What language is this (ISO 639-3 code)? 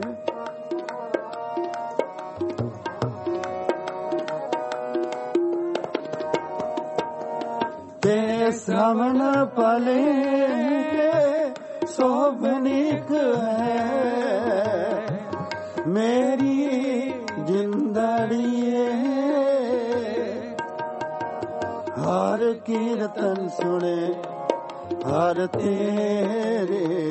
pan